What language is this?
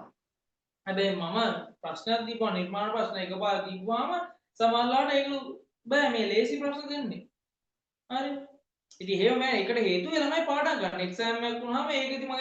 Sinhala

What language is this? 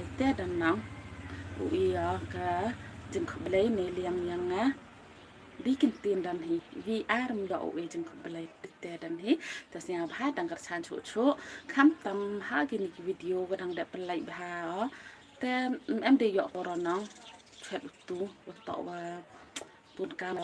Khasi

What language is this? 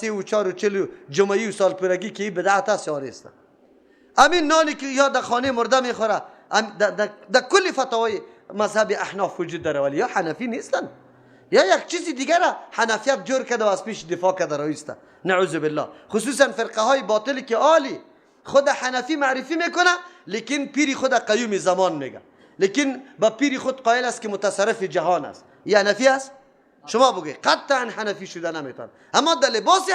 Persian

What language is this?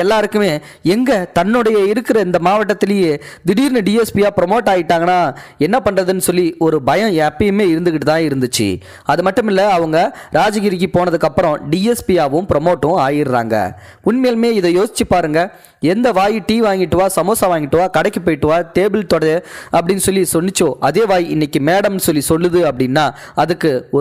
Tamil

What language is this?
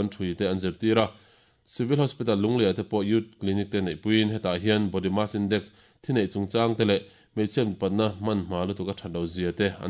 Mizo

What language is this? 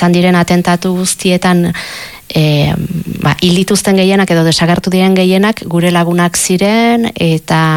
Basque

